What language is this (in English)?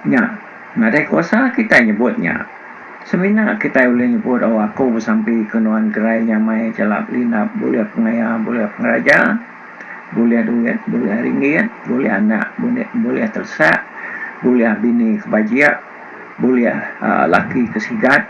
Iban